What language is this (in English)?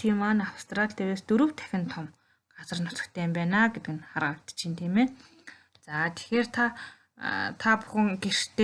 Mongolian